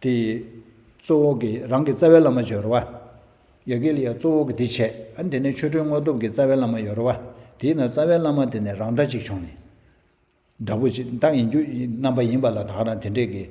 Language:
Tibetan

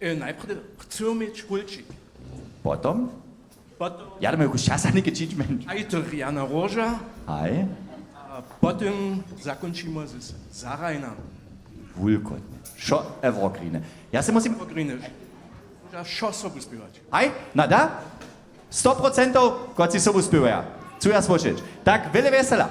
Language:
Upper Sorbian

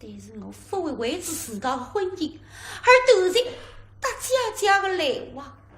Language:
Wu Chinese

